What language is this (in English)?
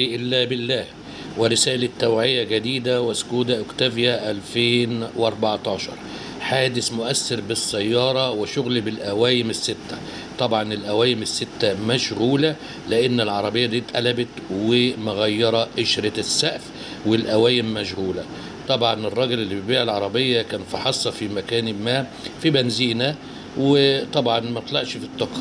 Egyptian Arabic